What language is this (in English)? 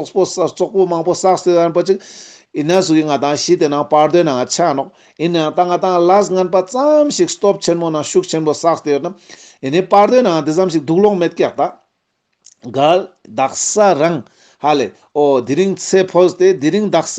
Ladakhi